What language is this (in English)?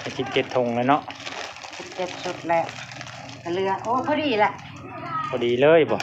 Northeastern Thai